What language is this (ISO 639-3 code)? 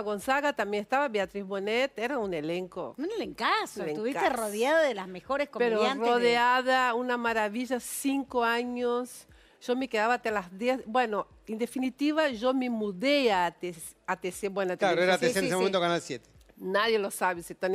spa